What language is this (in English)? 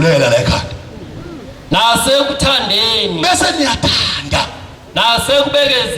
Zulu